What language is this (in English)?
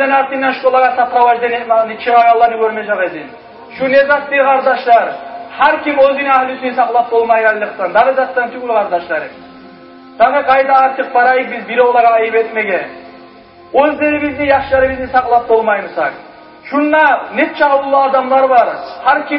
Kumyk